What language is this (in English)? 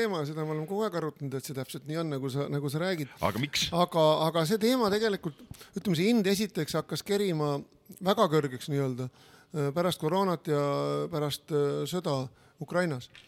Estonian